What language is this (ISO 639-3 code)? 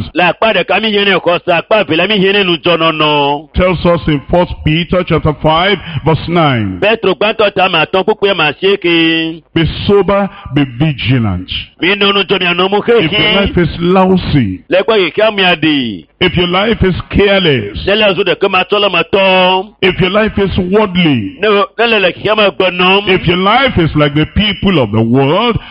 ewe